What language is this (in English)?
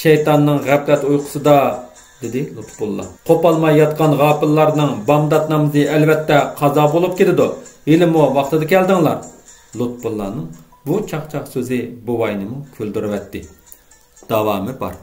Uyghur